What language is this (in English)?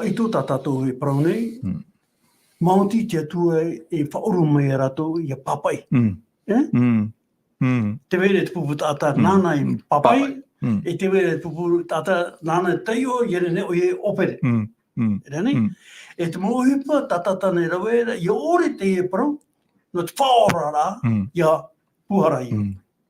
Tahitian